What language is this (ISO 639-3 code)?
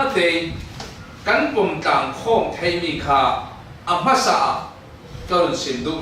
cfm